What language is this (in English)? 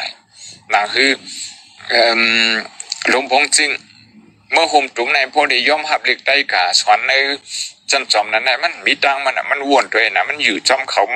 Shan